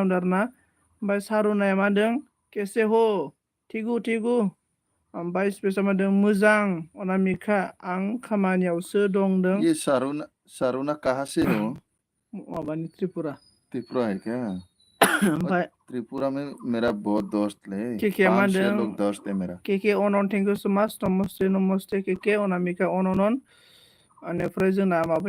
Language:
Bodo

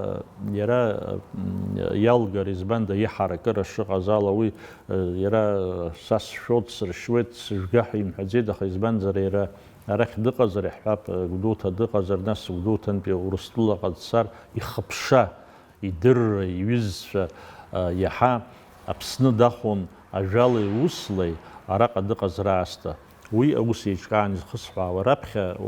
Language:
Abkhazian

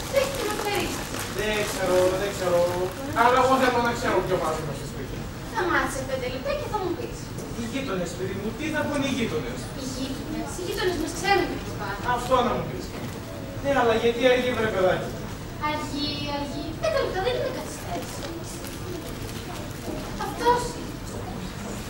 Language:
Greek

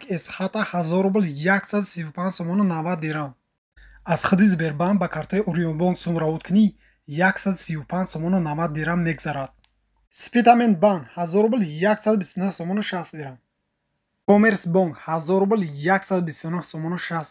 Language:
Tajik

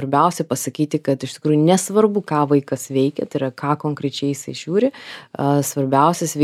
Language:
Lithuanian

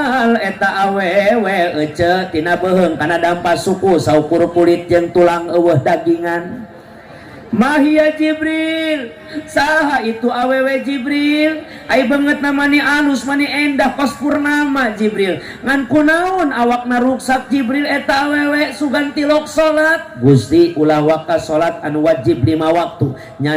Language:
Sundanese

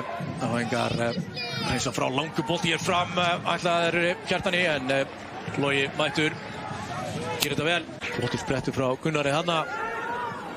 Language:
Icelandic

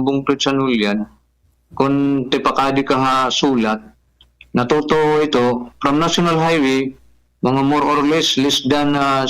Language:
Waray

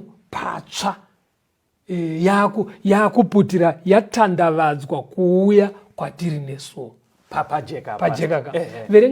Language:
Shona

